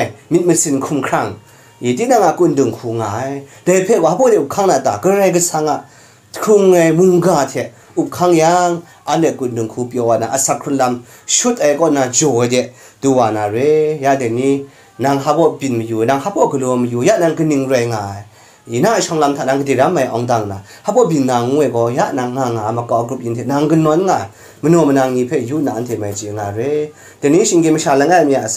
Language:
Kachin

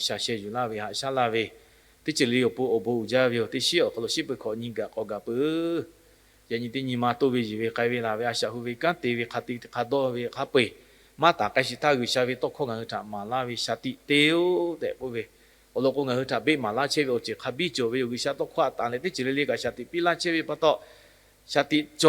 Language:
Lahu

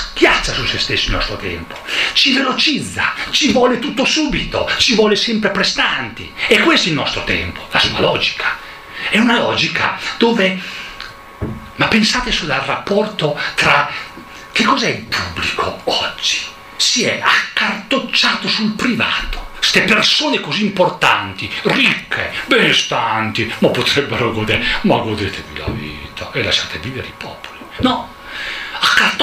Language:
Italian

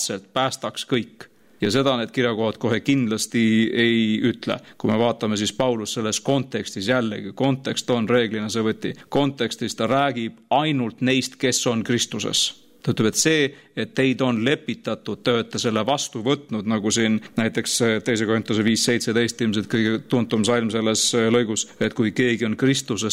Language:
Estonian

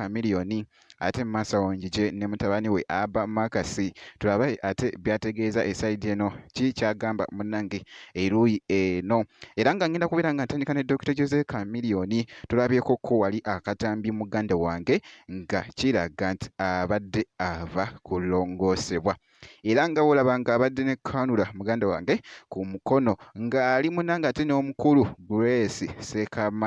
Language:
Ganda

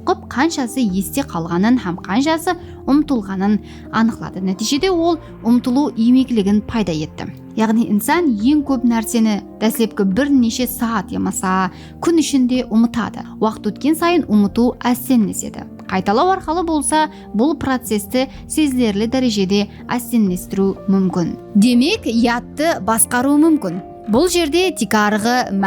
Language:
Kara-Kalpak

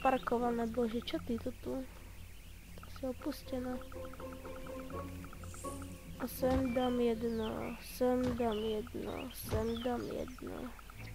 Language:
Slovak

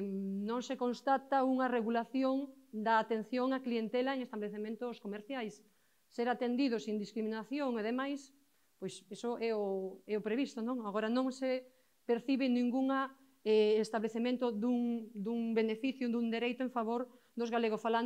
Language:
Galician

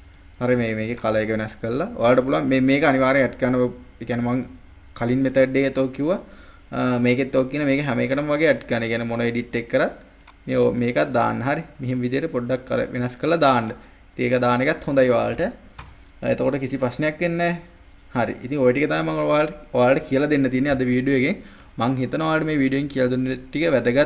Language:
Sinhala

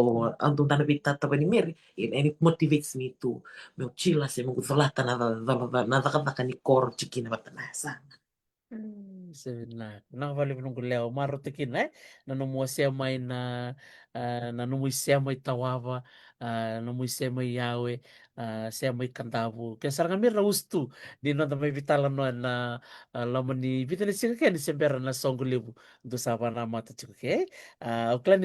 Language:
Fijian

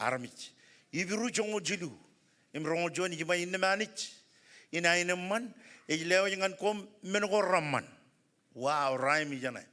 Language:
Marshallese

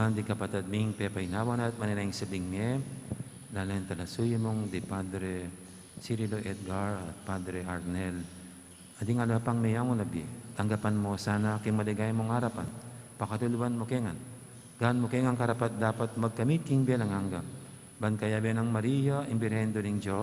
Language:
Pampanga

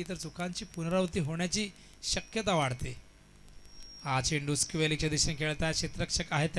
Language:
Marathi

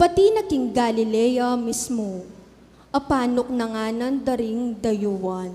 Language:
Pampanga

